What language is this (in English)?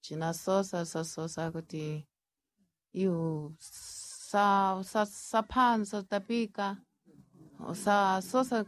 Sena